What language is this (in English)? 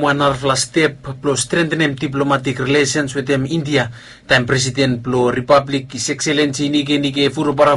Bislama